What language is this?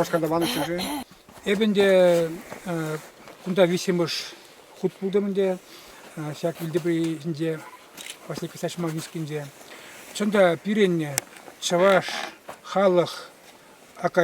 Chuvash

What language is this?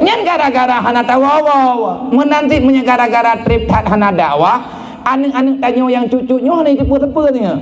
Achinese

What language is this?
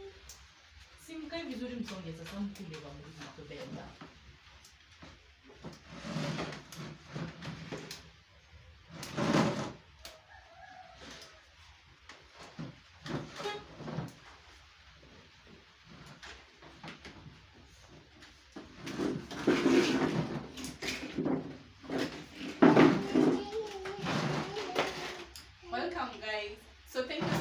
Swahili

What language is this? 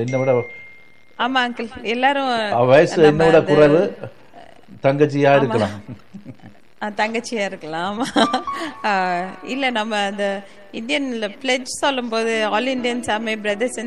Tamil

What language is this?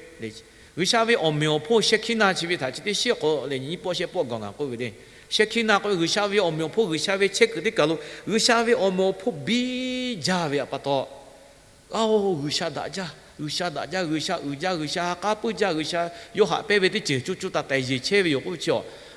Lahu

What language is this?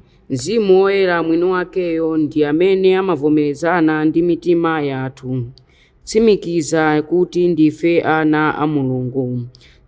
Nyanja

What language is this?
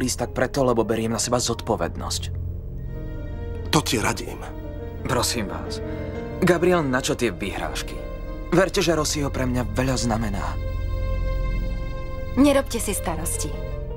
Slovak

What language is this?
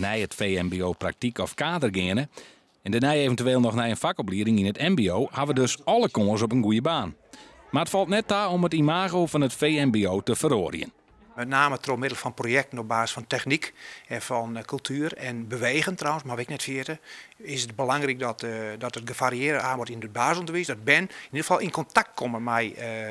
Western Frisian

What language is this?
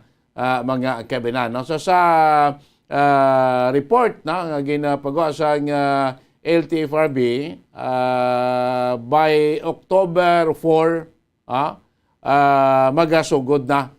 Hiligaynon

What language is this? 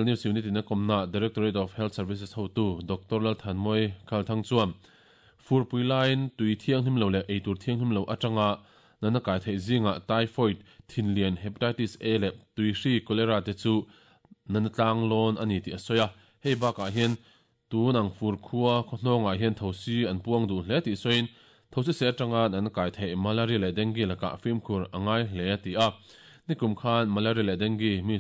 Mizo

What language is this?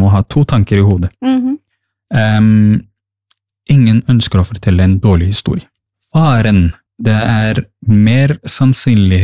Norwegian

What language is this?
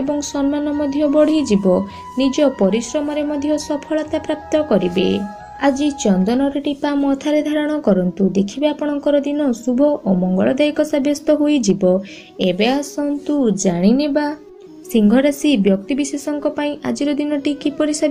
Odia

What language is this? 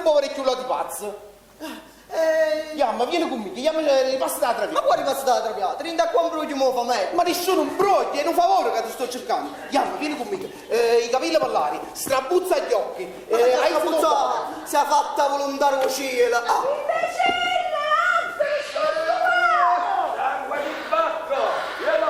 Neapolitan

